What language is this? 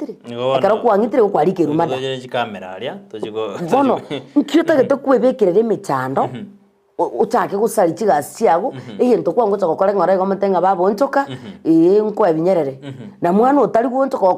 Gusii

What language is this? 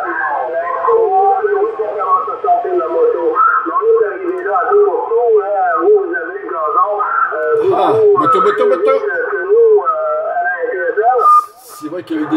French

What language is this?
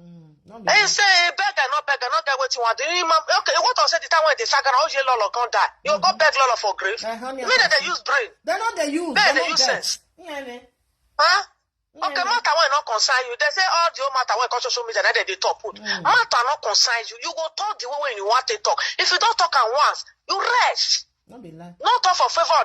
Nigerian Pidgin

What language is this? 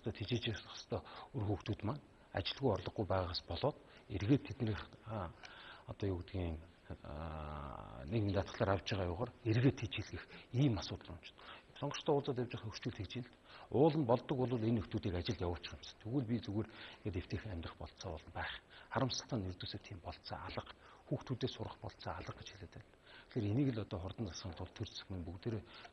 Mongolian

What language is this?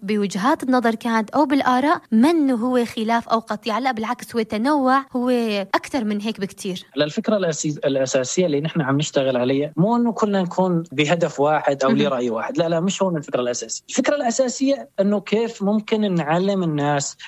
North Levantine Arabic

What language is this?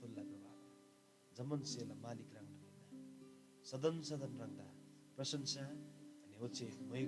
Eastern Tamang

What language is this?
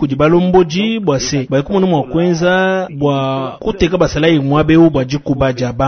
Luba-Lulua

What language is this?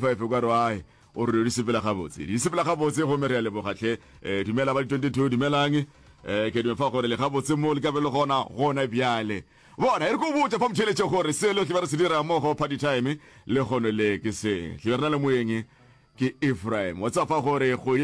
Northern Sotho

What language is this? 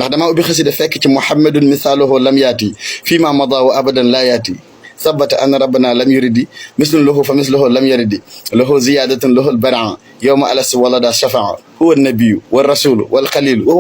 Wolof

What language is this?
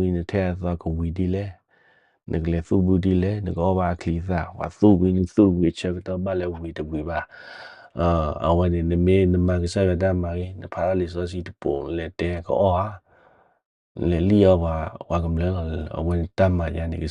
S'gaw Karen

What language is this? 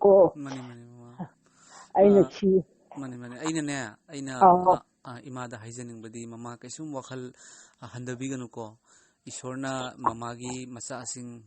Manipuri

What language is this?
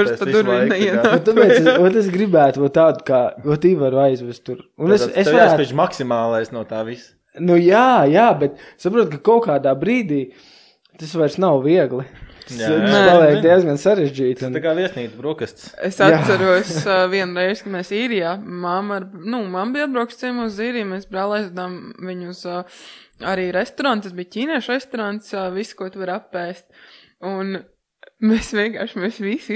Latvian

